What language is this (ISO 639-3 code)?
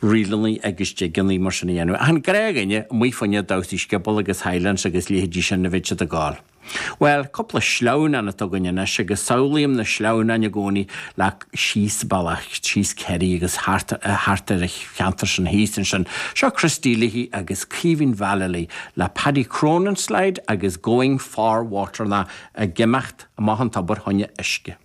gle